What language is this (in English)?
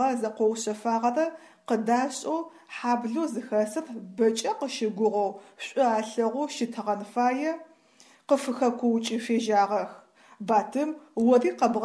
Adyghe